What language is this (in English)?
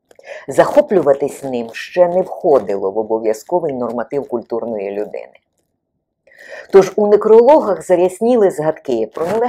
Ukrainian